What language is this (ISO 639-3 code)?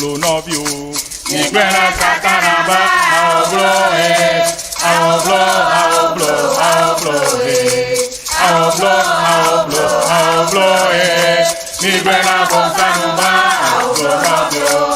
ewe